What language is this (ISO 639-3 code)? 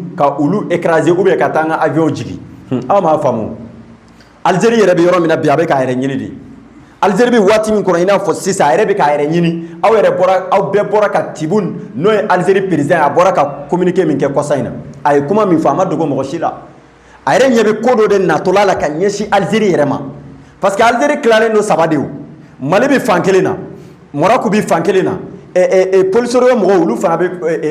bam